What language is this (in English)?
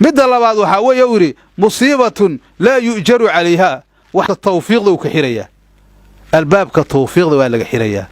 Somali